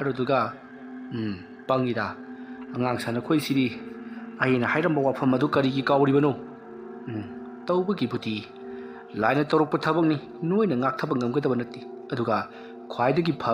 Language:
Manipuri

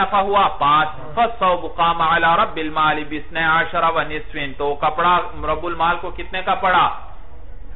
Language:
Urdu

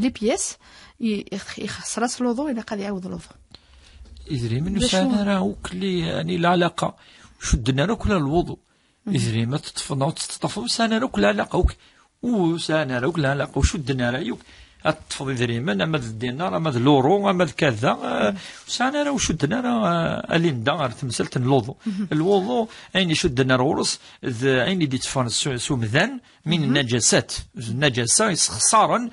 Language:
Kabyle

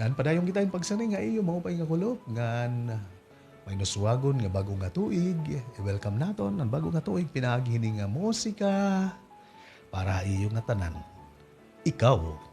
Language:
Waray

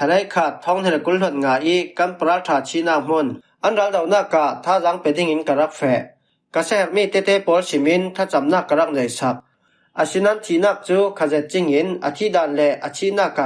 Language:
Falam Chin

